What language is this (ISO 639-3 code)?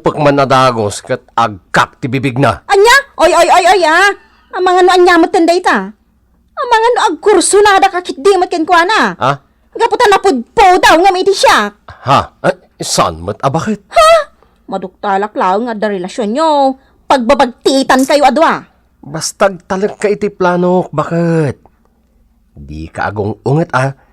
ilo